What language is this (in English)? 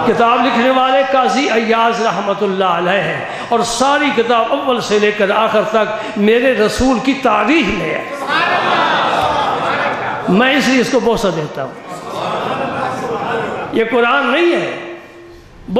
Urdu